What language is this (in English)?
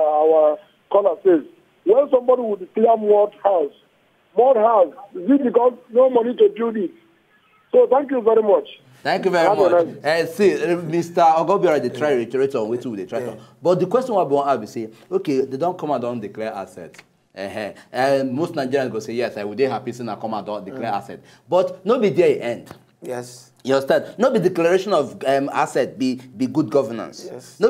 Nigerian Pidgin